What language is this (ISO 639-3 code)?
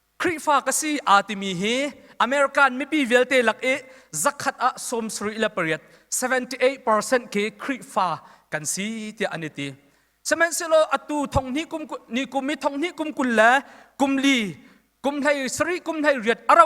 cnh